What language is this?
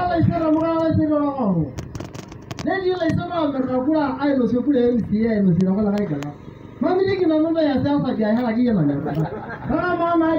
Masai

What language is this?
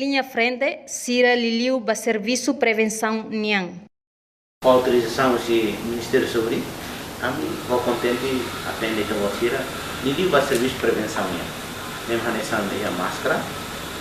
Tetum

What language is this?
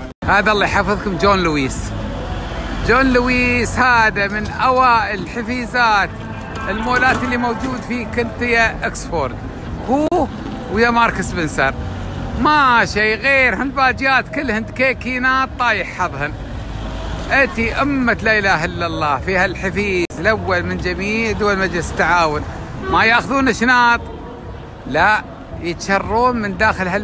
Gulf Arabic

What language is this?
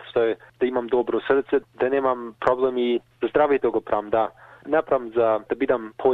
Macedonian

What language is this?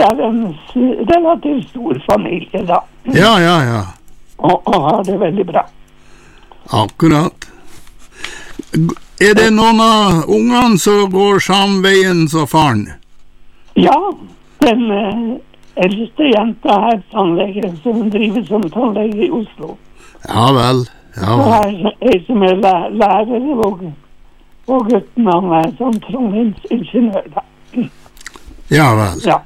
Norwegian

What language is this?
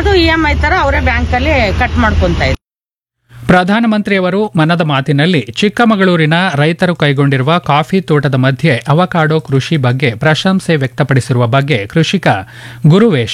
Kannada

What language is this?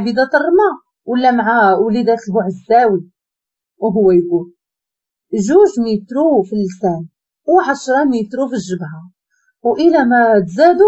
Moroccan Arabic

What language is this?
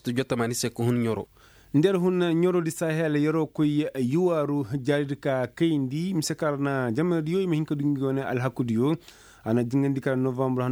Koyraboro Senni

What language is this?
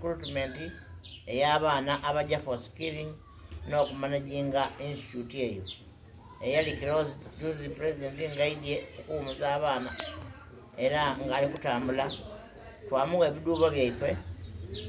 Soga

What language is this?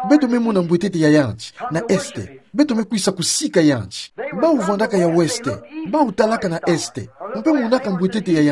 Kituba (Democratic Republic of Congo)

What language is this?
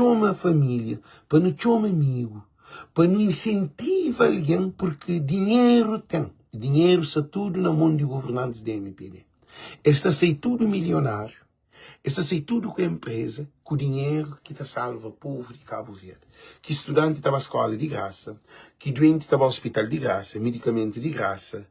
Kabuverdianu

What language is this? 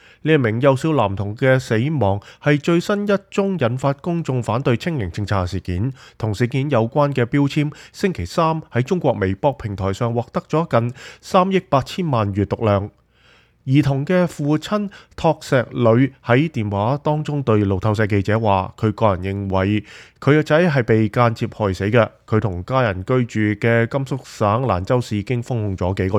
Cantonese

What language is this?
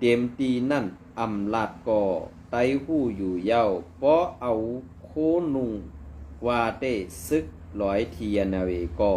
Shan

